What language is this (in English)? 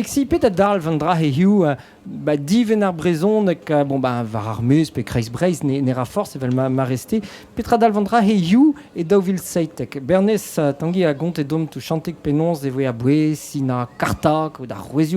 Breton